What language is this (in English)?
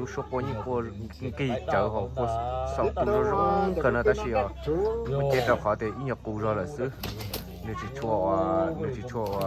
Hmong